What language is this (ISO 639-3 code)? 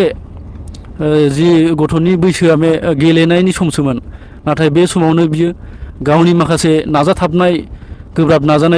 brx